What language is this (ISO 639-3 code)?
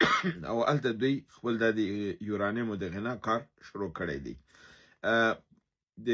pus